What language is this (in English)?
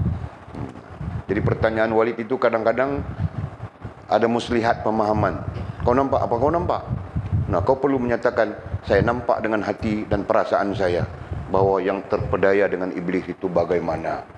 Malay